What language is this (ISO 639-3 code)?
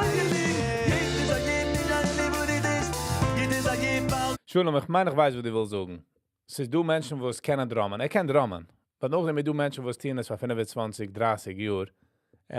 yid